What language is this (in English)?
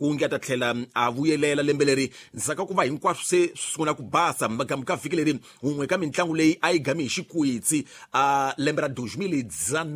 Tsonga